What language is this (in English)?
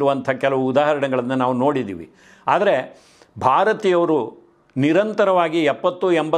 Kannada